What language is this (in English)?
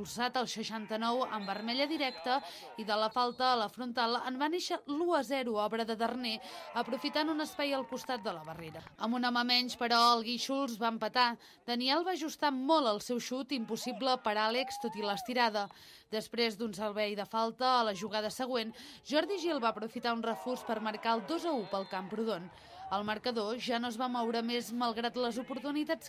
Catalan